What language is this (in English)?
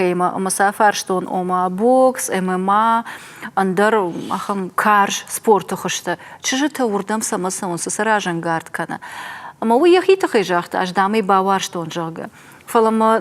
Ossetic